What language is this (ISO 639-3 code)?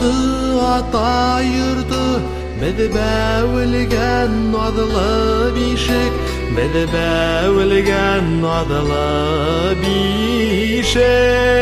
bak